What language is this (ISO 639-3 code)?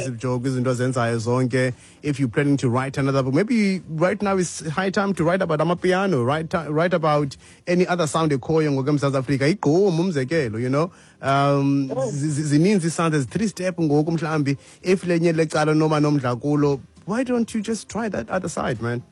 xho